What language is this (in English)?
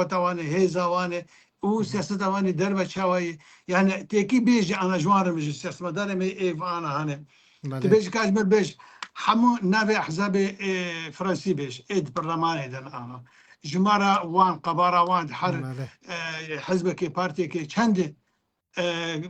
Kurdish